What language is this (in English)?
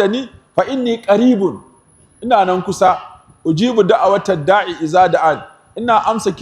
Hausa